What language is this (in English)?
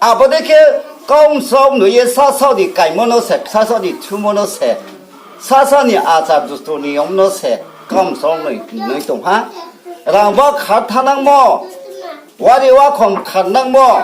Riang (India)